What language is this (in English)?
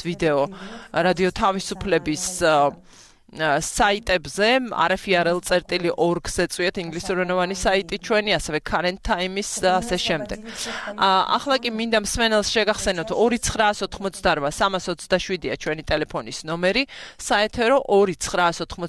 Georgian